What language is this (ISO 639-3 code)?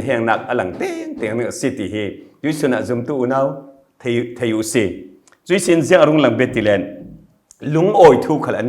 cfm